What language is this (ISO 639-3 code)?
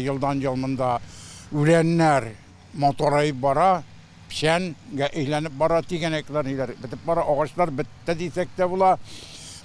tat